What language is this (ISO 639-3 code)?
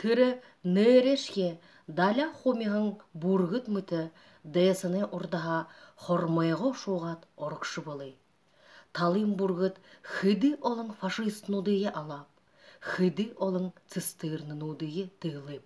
bua